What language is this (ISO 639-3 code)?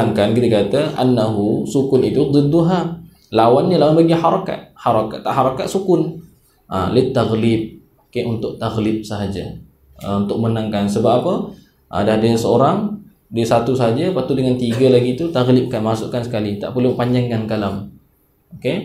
msa